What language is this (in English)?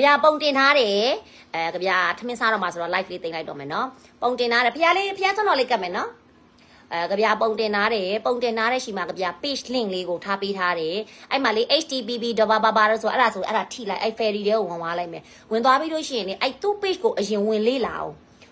Burmese